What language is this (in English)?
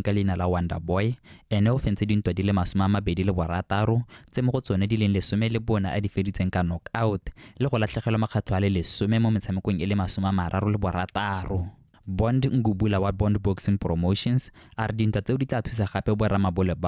Tswana